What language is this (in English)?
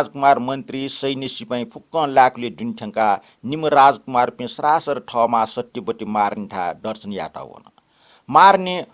Newari